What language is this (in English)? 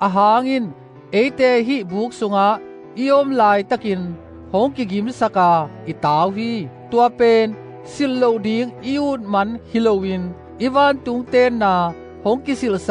Tedim Chin